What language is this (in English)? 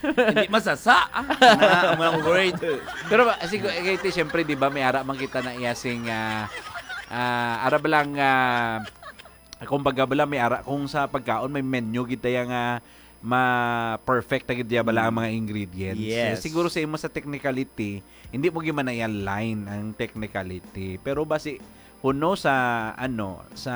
Hiligaynon